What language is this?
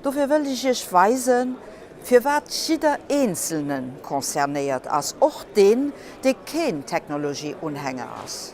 Luxembourgish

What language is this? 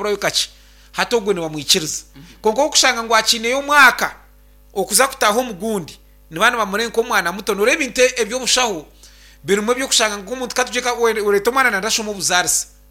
Nyankole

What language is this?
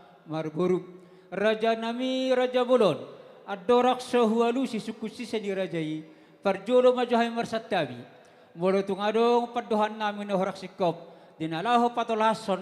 Batak Toba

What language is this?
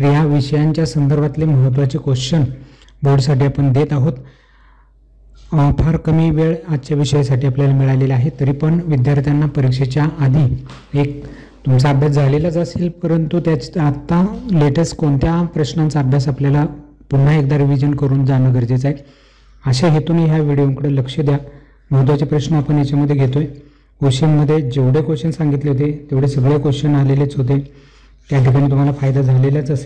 Marathi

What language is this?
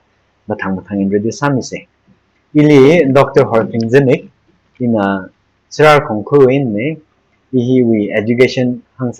Tangkhul Naga (India)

